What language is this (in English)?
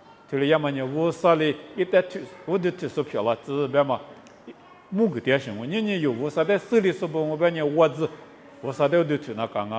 Lisu